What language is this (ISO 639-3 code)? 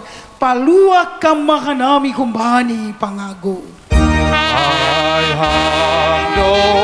bts